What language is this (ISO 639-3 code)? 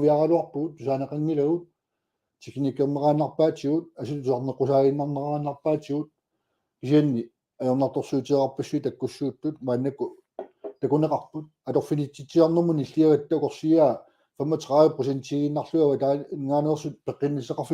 kal